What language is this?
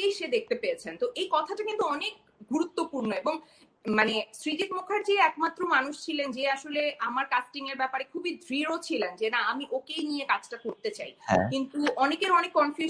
Bangla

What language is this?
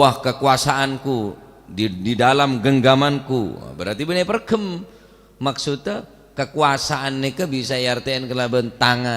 Madurese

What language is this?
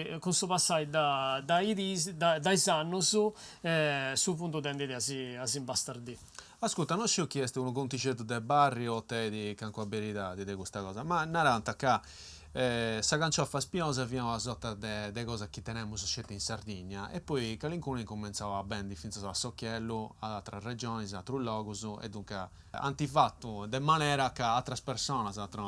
Sardinian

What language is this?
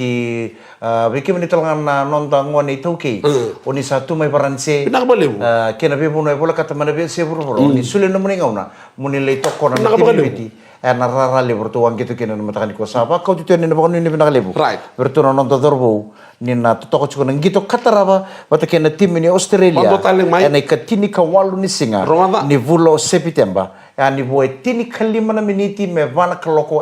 Fijian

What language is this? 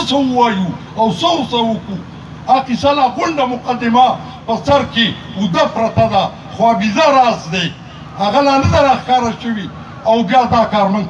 Pashto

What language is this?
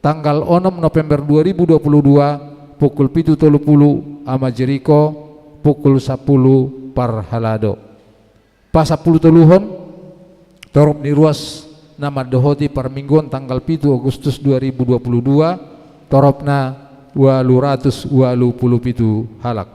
Batak Toba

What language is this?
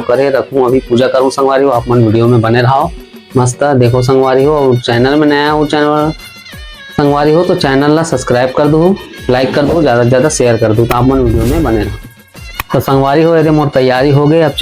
Chhattisgarhi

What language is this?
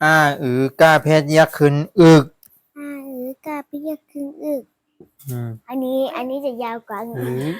Shan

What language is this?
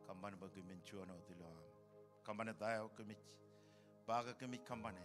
Marshallese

